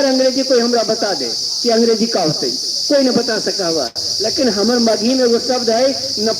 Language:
Magahi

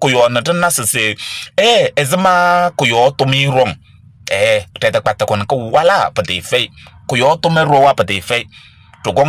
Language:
Kabiyè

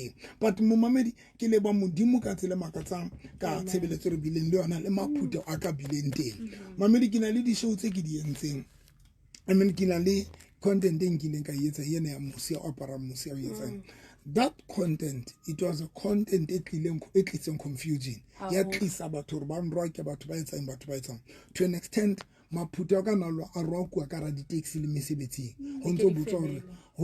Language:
Southern Sotho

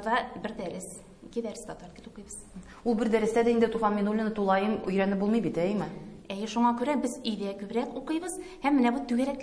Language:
Tatar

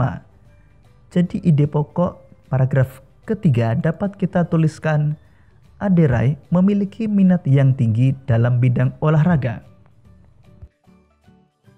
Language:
Indonesian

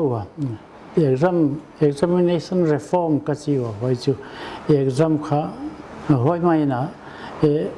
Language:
Paite Chin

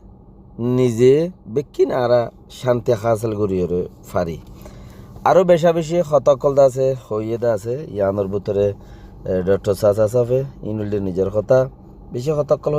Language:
Rohingya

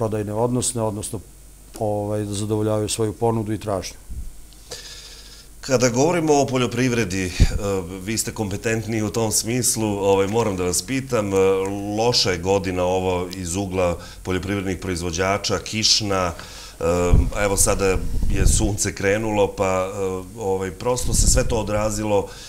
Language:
Serbian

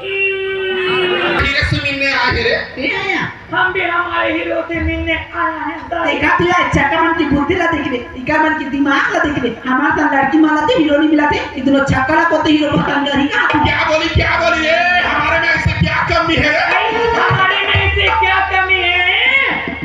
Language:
Chhattisgarhi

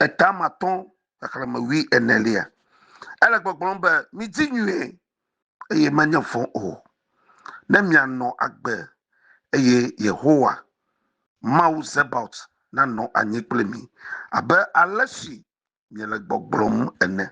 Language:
Ewe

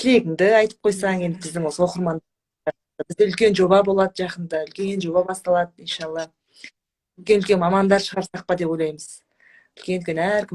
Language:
Kazakh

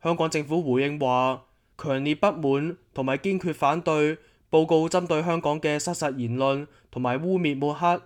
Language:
Cantonese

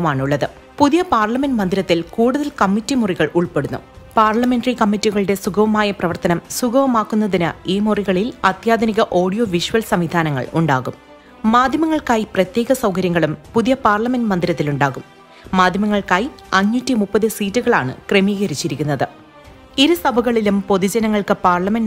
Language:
Malayalam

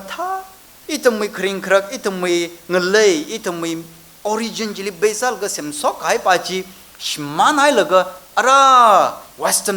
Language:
Tangkhul Naga (India)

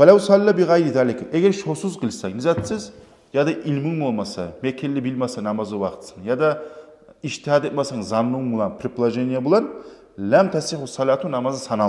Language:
Kumyk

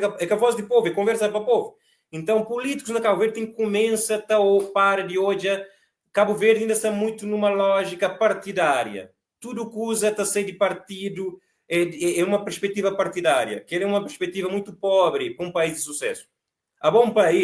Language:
Kabuverdianu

